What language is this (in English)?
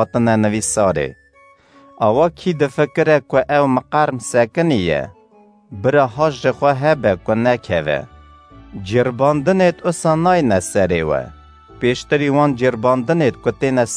Kurdish